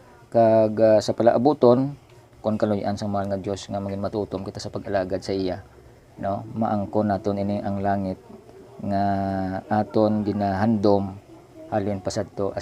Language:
Hiligaynon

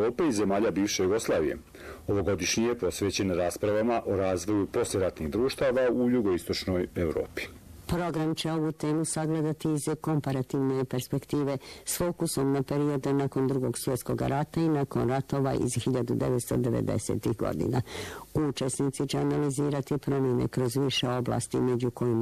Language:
Bosnian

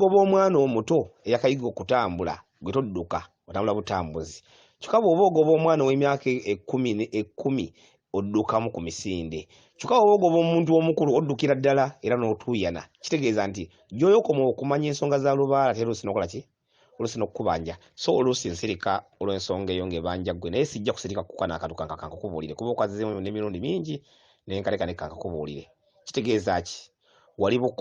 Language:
Ganda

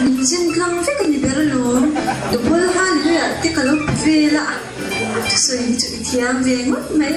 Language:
Mizo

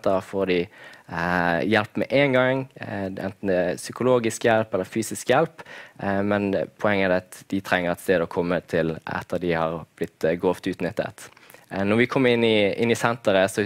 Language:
Norwegian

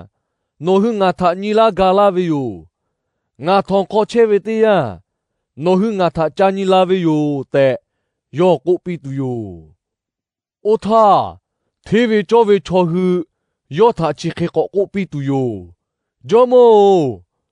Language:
Lahu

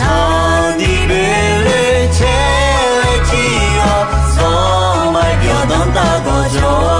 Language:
Akha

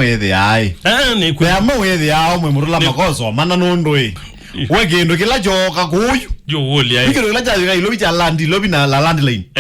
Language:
Kamba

